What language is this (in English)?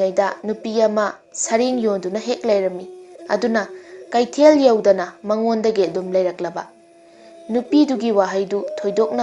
Manipuri